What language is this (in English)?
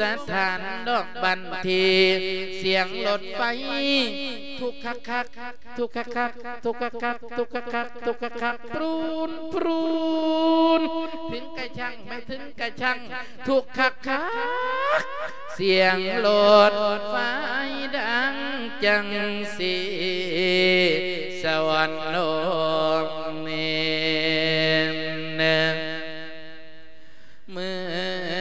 Thai